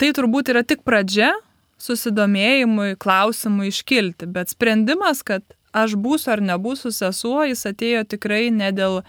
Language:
Lithuanian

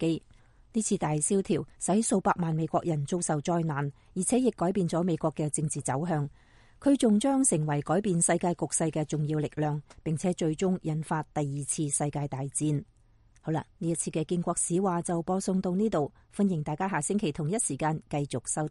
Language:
Cantonese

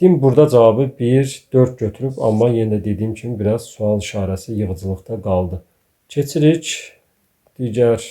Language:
Azerbaijani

